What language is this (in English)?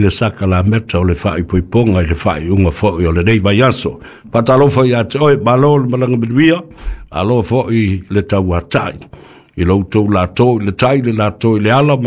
Samoan